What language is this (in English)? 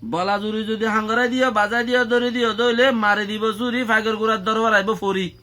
Rohingya